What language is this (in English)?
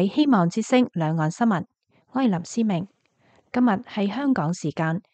Cantonese